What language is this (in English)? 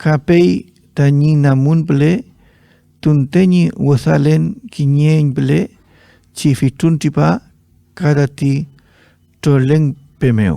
Mapuche